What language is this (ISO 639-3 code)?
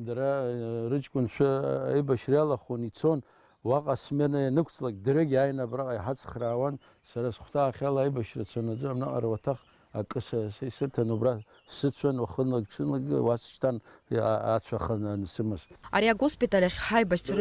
abk